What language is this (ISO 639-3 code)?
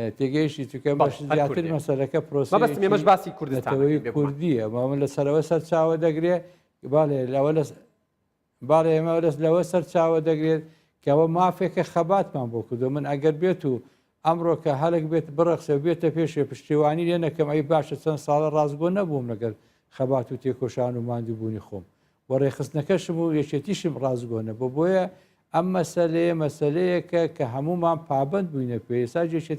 ckb